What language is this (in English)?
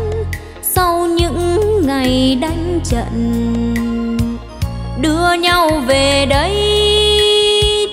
Vietnamese